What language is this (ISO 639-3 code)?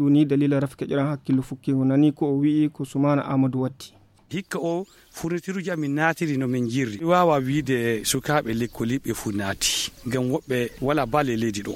ful